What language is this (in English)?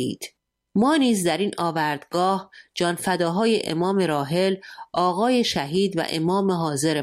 Persian